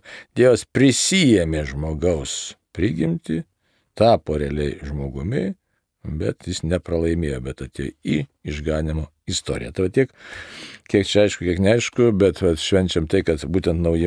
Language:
Lithuanian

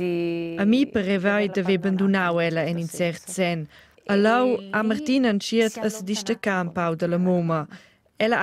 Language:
Romansh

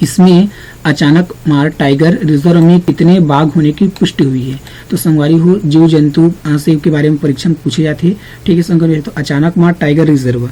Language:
Chhattisgarhi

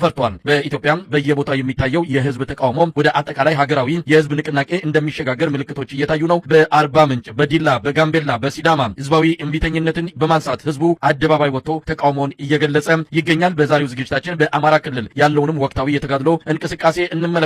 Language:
Amharic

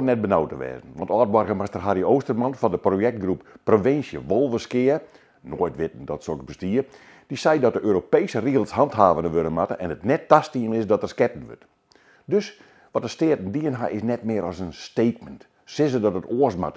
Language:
Western Frisian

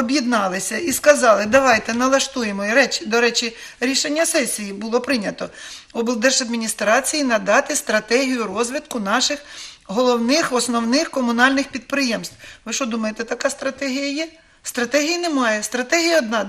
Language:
Ukrainian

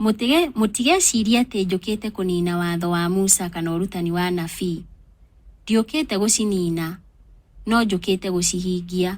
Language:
Kikuyu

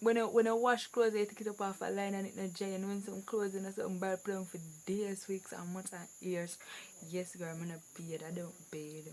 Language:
Jamaican Creole English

